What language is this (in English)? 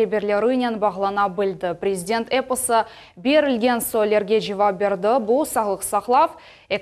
Crimean Tatar